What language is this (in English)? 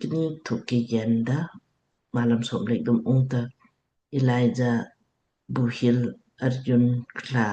Lamkang